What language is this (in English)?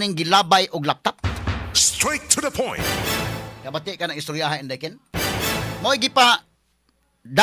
Cebuano